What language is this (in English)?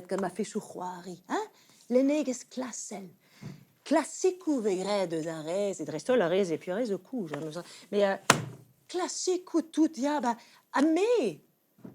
Breton